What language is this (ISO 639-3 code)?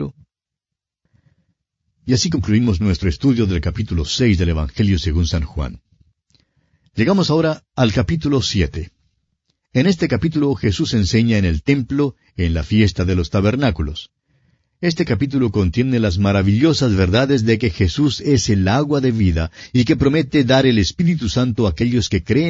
spa